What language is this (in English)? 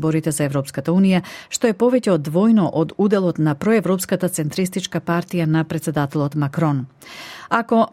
Macedonian